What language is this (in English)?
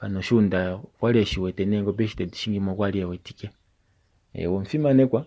Kuanyama